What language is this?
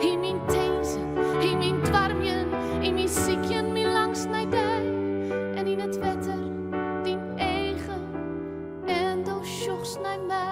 Western Frisian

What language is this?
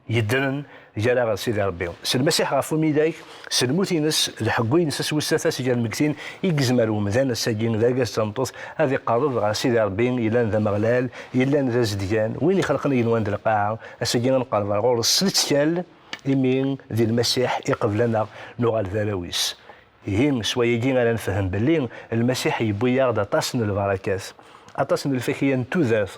Kabyle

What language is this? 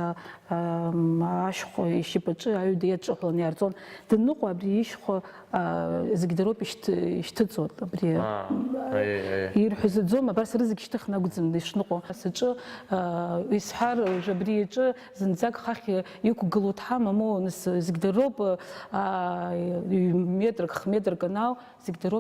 Abkhazian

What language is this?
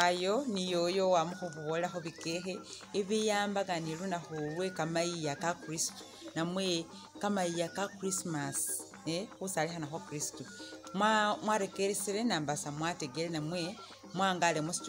Masaaba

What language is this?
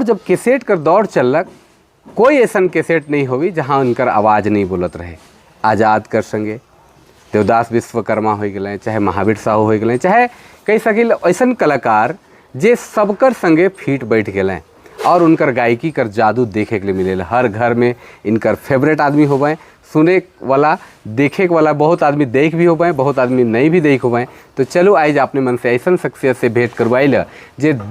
Sadri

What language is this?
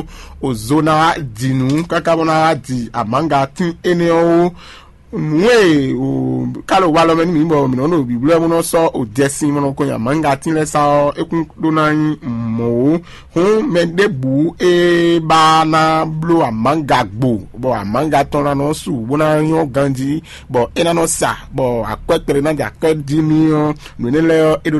Fon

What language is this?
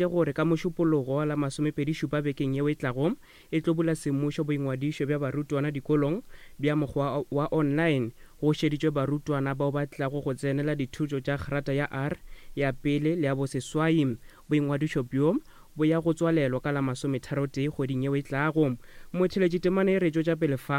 Northern Sotho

